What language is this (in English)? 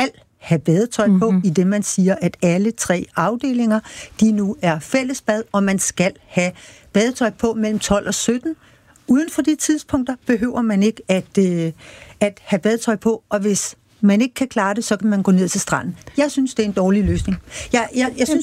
Danish